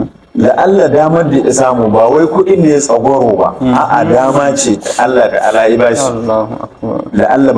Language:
Hausa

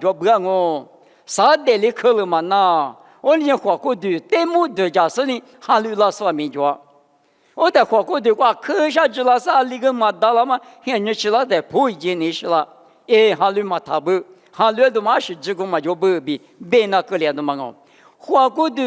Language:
Lisu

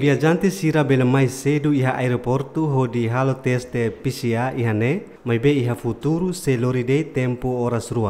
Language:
Tetum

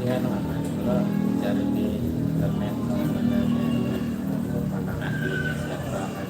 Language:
Banjar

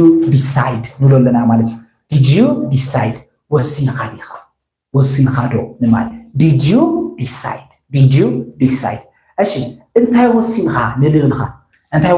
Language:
Tigrinya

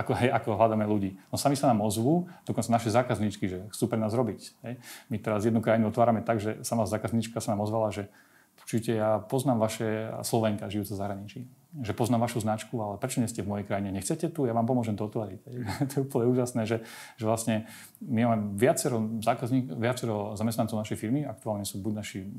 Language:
Slovak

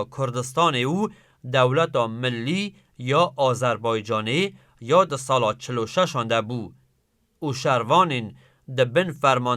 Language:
Kurdish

